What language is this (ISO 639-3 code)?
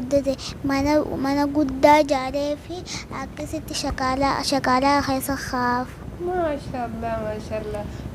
orm